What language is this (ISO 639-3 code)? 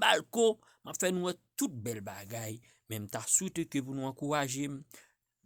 hat